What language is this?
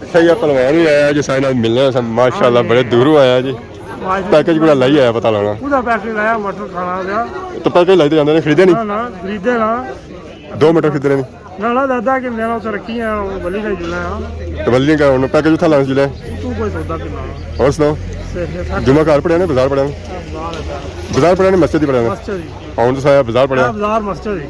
Pahari-Potwari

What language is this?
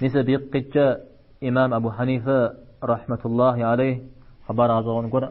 Kabardian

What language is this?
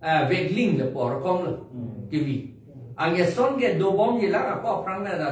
Karbi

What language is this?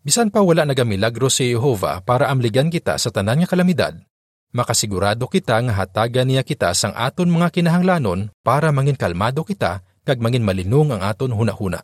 Hiligaynon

